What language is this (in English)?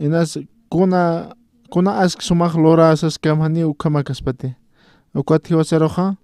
Aymara